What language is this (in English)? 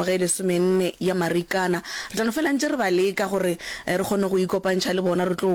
Northern Sotho